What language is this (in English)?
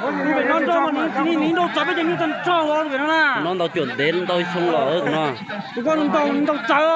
Hmong